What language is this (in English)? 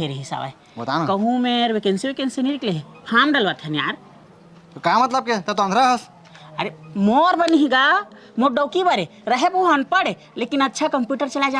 Chhattisgarhi